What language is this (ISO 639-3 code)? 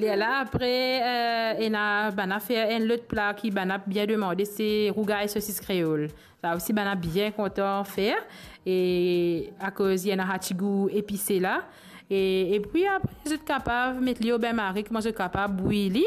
mfe